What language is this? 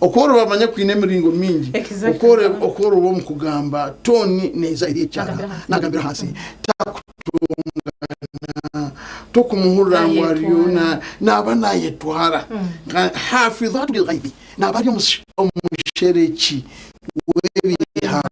Nyankole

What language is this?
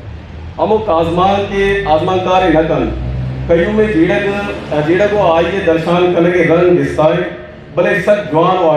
Eastern Balochi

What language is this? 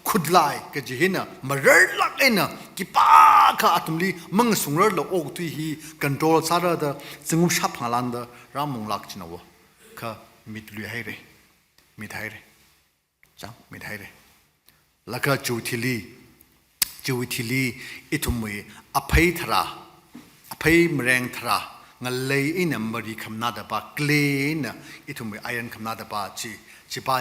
Tangkhul Naga (India)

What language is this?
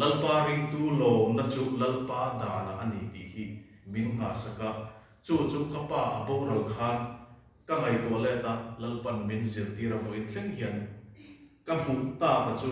Mizo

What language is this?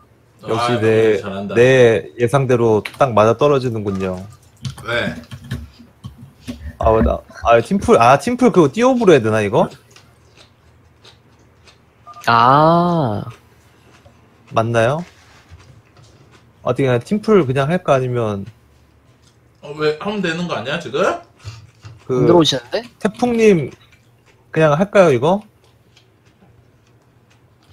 Korean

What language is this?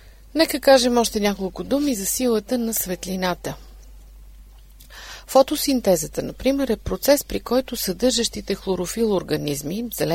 Bulgarian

